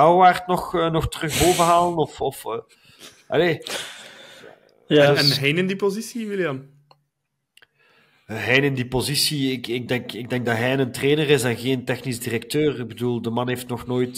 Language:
Dutch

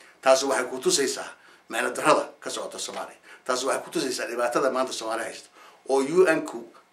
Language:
Somali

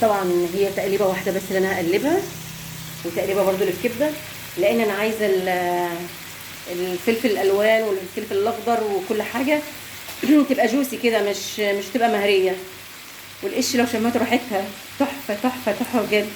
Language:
Egyptian Arabic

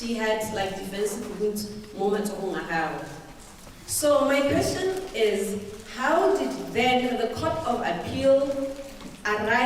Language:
Tswana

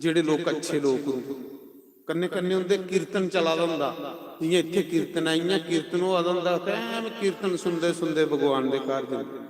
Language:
Dogri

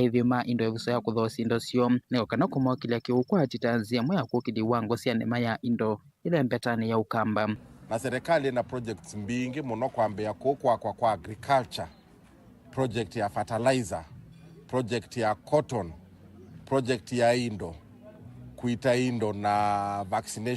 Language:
Kamba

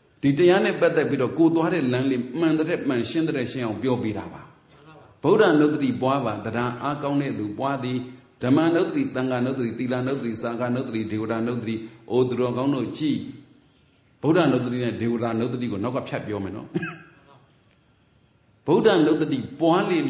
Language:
Burmese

